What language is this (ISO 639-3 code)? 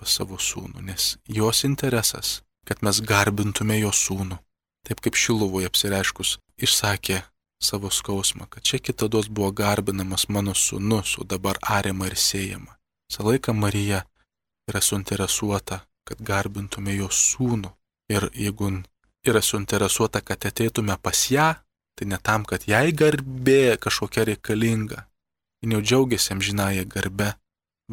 lit